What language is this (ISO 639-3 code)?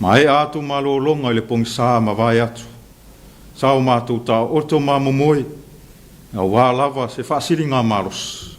smo